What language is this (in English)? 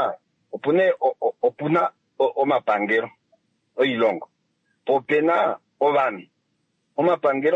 Kuanyama